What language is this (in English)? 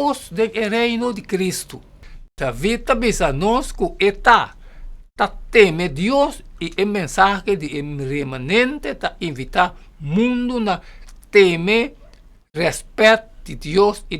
Papiamento